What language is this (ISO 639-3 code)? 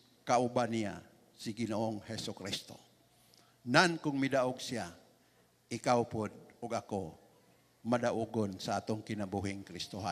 ceb